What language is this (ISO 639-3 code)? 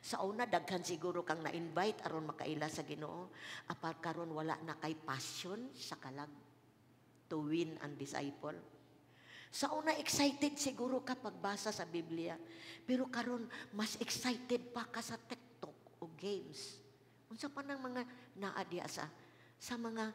ceb